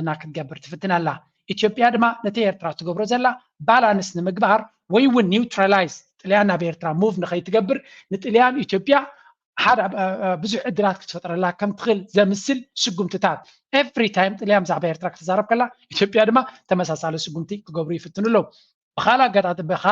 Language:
Tigrinya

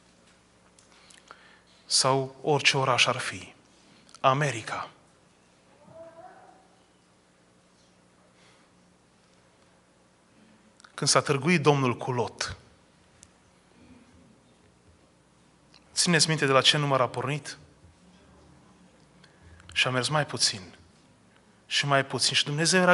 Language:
Romanian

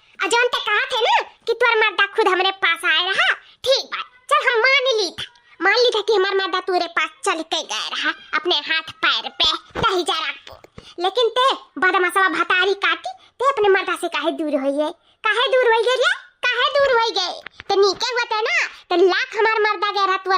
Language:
Awadhi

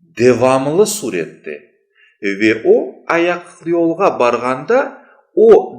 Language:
Crimean Tatar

